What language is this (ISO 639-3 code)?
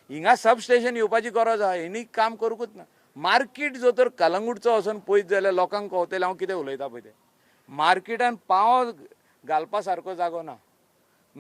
kok